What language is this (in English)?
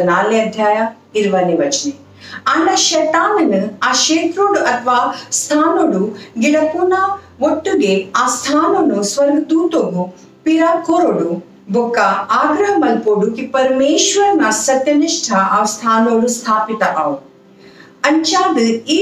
Tulu